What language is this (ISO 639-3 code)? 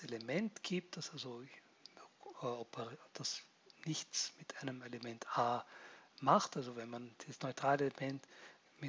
deu